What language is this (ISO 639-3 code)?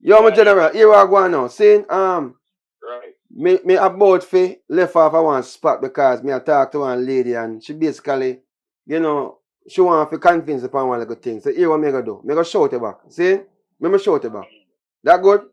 jam